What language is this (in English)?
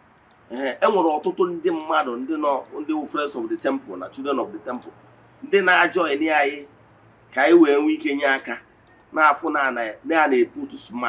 Igbo